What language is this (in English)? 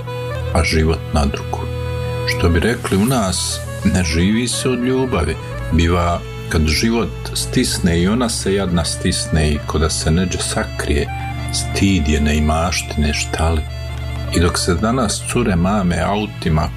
Bosnian